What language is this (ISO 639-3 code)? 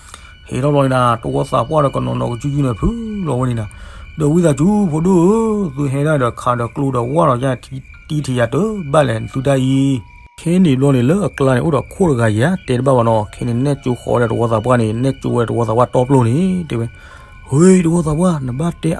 ksw